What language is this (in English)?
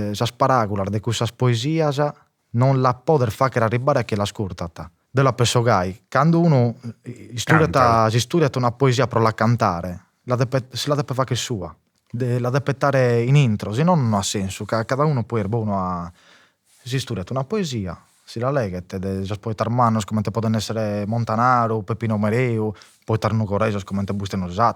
Sardinian